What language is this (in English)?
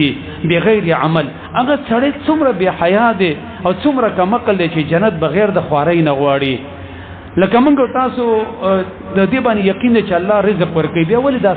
Pashto